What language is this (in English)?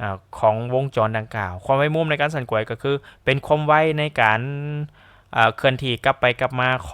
Lao